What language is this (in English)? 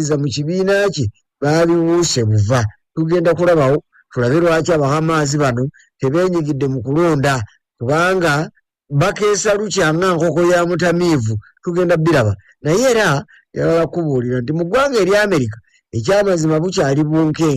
Ganda